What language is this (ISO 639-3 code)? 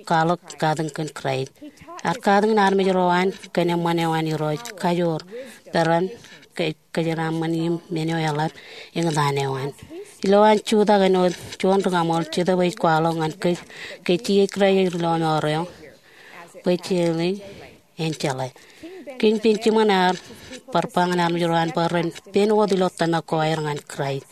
mah